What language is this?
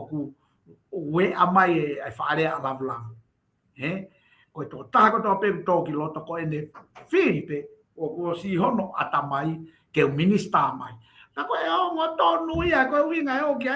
Tongan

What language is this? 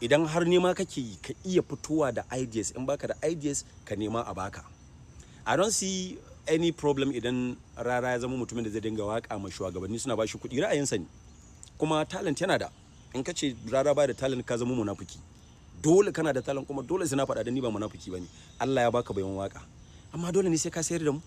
Hausa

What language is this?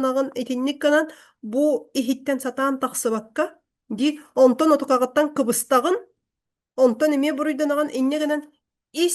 Yakut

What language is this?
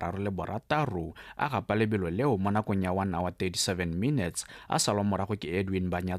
Tswana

